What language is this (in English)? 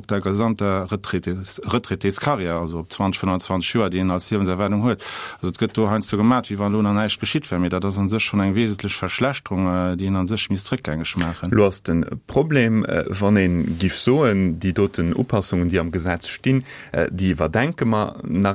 Luxembourgish